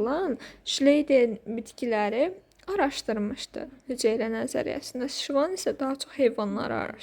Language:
Azerbaijani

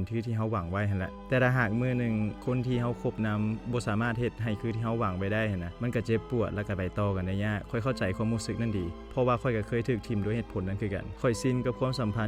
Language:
Lao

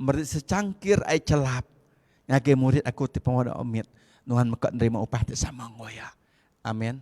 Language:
Iban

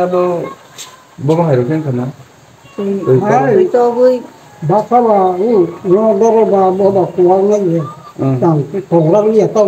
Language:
Kok Borok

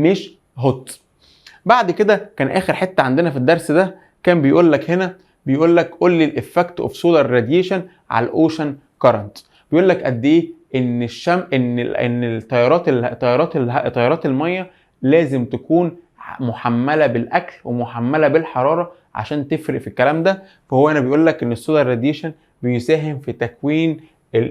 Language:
Egyptian Arabic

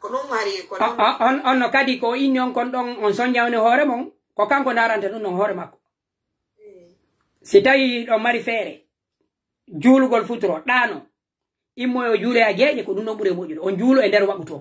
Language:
Pular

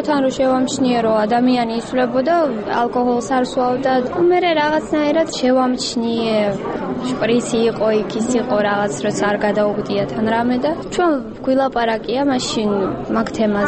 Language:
Georgian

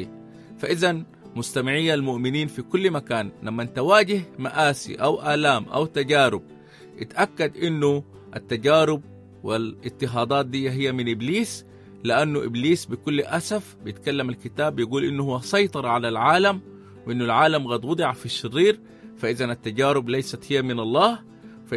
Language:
Sudanese Arabic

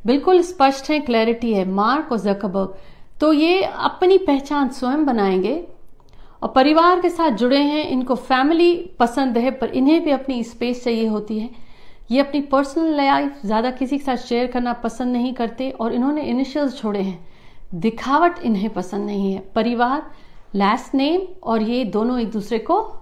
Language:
Hindi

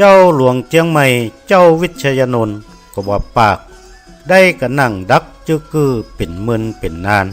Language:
Northern Thai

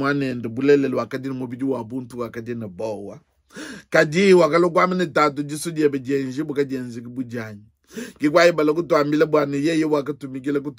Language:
Luba-Lulua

